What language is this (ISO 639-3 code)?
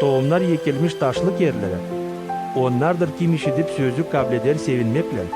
gag